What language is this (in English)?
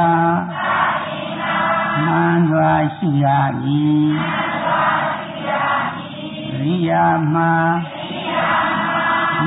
Burmese